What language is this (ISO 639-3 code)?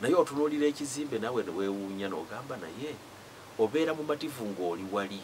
lug